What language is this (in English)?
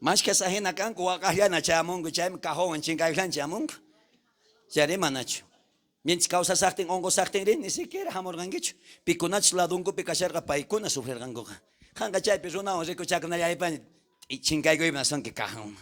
South Bolivian Quechua